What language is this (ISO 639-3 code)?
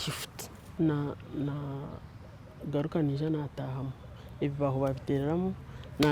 nyn